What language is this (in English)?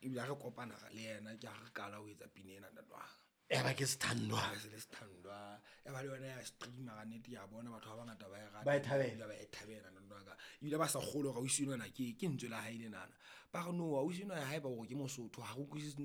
Southern Sotho